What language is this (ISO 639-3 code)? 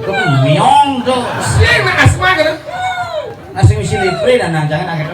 ban